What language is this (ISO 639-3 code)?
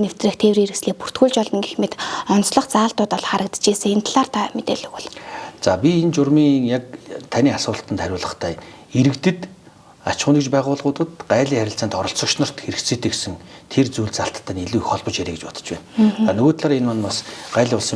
mon